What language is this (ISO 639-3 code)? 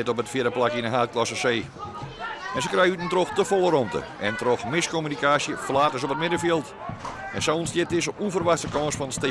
fry